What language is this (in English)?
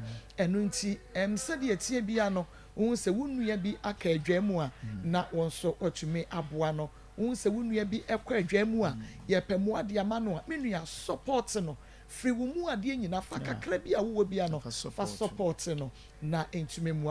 Akan